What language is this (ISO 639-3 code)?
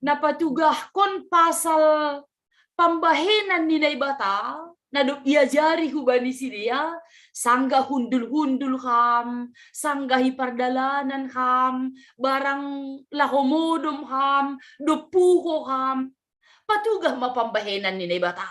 bts